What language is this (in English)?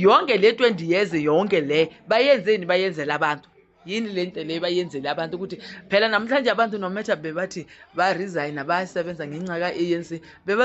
Zulu